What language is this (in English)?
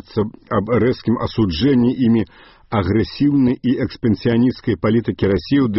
Belarusian